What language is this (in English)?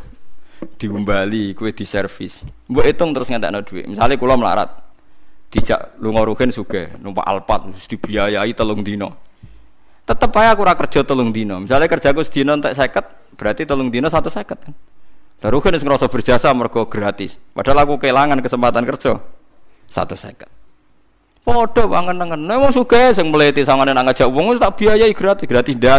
Javanese